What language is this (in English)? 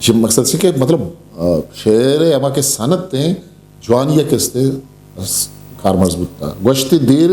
Eastern Balochi